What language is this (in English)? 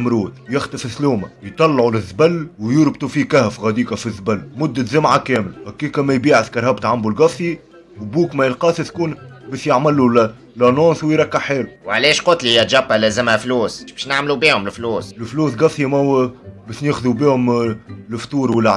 Tunisian Arabic